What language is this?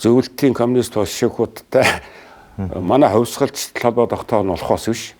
Mongolian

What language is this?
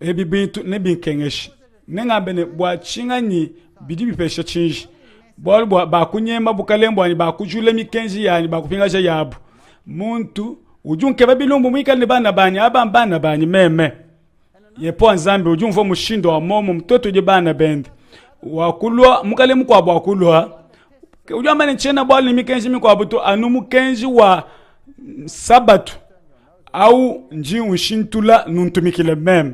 Luba-Lulua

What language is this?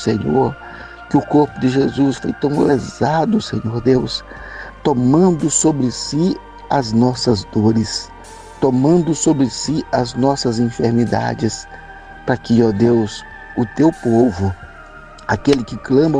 Portuguese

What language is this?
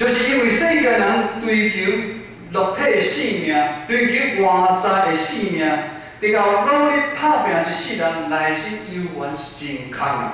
Min Nan Chinese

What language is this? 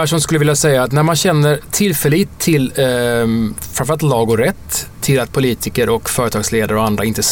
Swedish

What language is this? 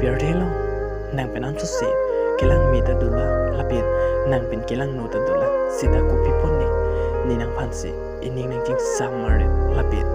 Karbi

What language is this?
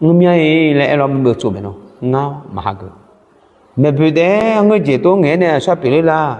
Akha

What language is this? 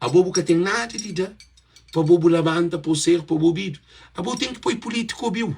Kabuverdianu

